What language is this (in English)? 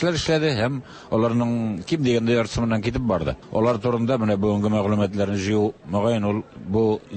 Tatar